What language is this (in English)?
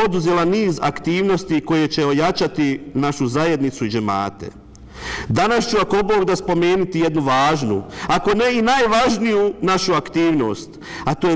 Bosnian